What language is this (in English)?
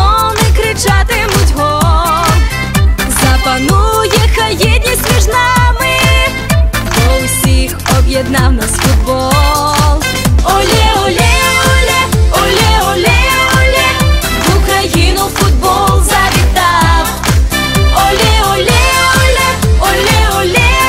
Ukrainian